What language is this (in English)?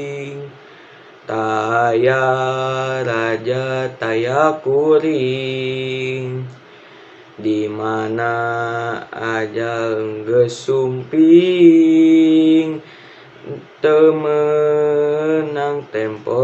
Sundanese